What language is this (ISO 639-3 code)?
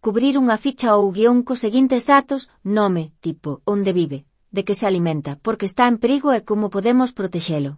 glg